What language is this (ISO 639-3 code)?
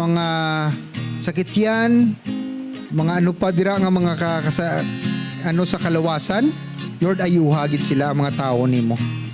hil